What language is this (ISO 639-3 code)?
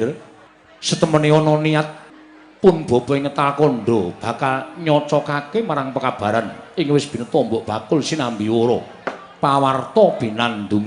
jav